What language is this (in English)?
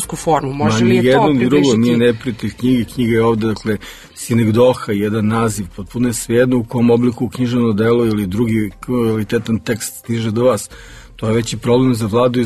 Serbian